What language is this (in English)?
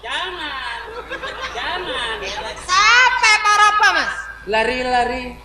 Madurese